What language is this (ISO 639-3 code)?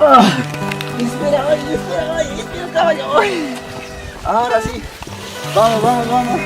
que